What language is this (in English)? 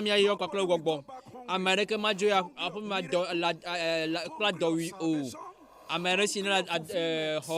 Ewe